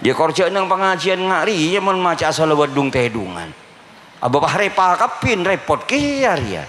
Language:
Madurese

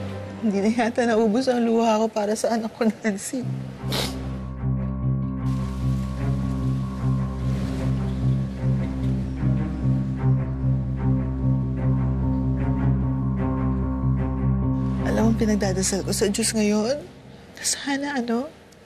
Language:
Filipino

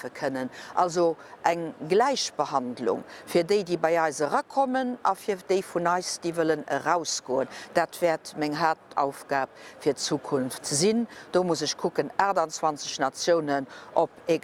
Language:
Luxembourgish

